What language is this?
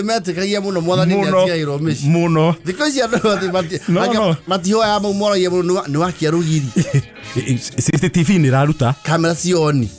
Kikuyu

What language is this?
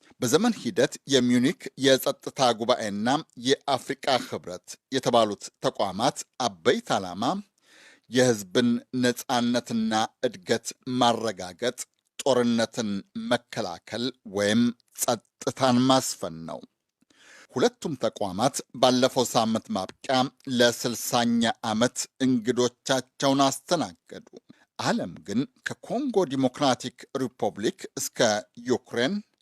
Amharic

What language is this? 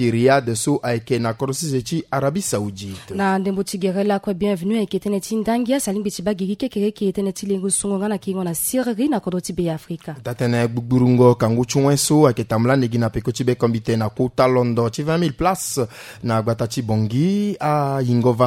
Sango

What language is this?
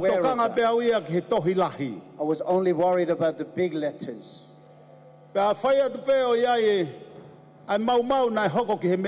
Tongan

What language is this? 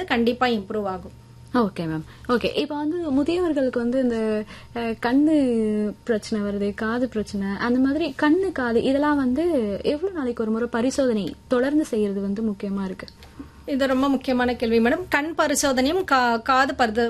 Tamil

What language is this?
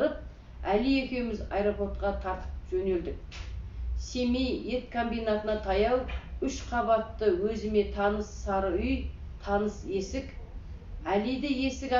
Kazakh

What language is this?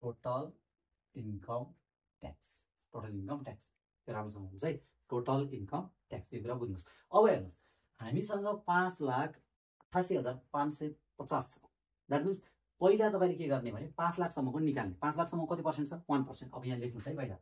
Nepali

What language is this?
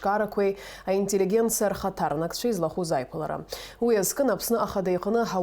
Abkhazian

